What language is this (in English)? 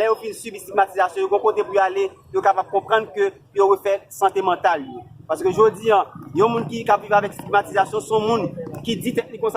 Haitian Creole